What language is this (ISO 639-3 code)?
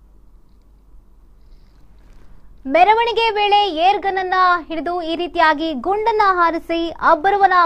kan